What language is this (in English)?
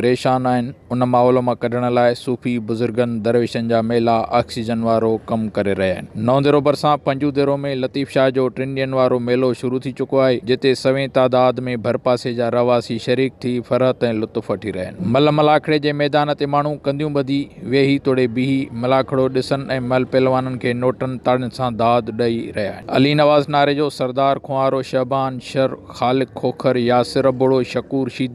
Sindhi